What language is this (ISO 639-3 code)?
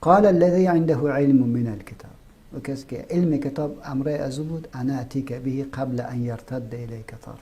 fas